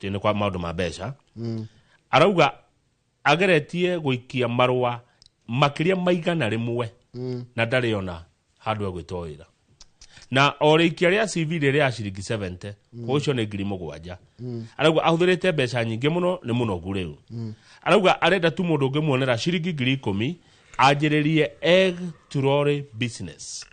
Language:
Kikuyu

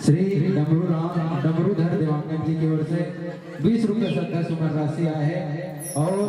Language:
Chhattisgarhi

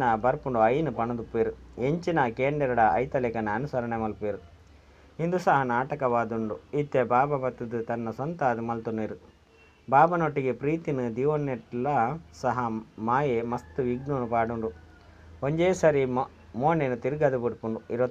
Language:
Tulu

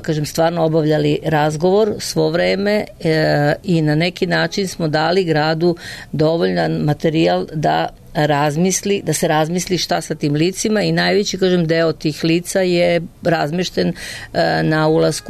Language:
Serbian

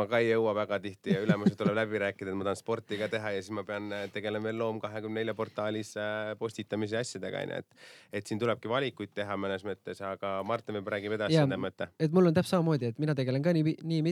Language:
Estonian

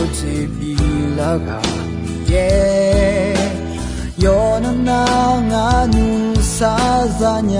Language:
Akha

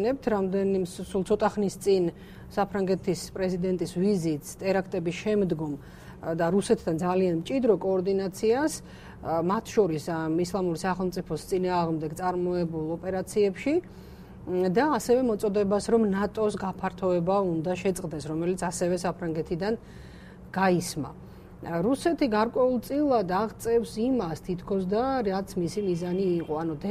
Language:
Georgian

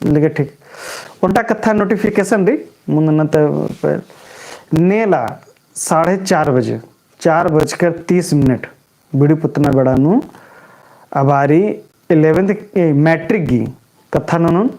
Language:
Kurukh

